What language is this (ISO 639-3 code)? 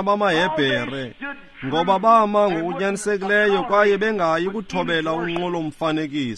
xho